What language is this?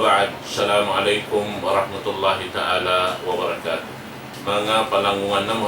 Tausug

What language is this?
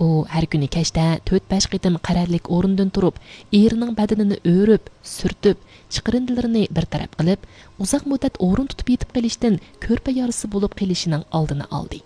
Uyghur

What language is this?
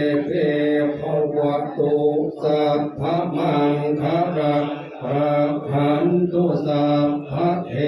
Northeastern Thai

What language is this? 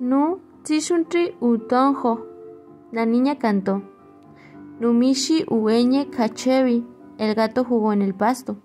Central Mazahua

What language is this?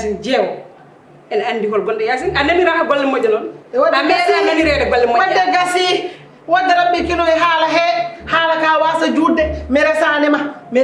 Fula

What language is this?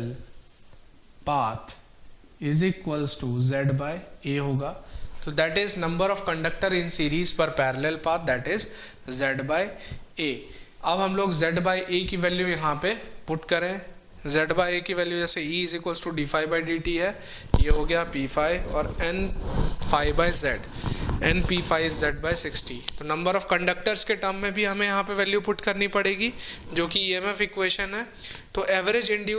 Hindi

